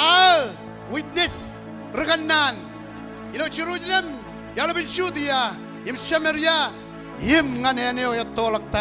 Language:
Marshallese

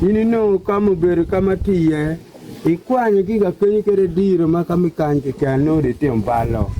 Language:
Acoli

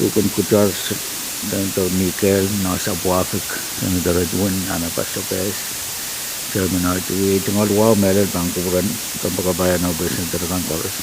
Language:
Pohnpeian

